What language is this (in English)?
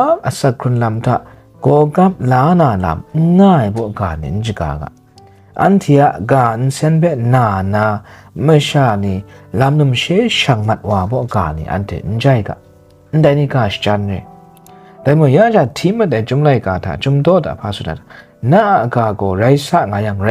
Kachin